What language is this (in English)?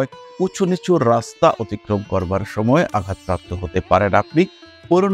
Bangla